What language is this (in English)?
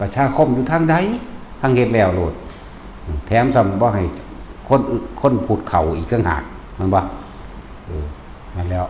Northeastern Thai